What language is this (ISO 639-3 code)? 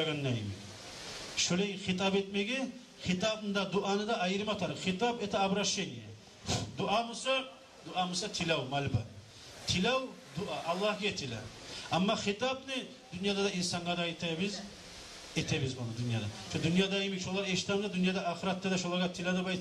kum